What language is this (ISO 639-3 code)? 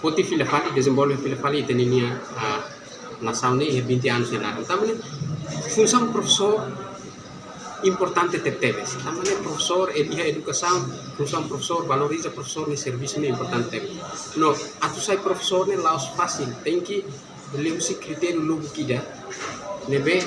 tet